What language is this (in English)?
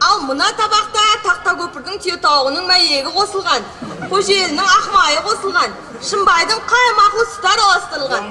Kara-Kalpak